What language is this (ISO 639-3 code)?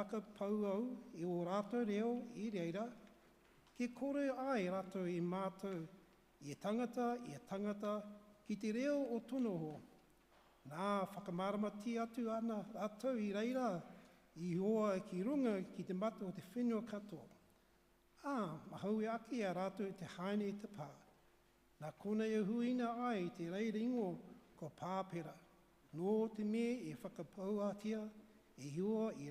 mri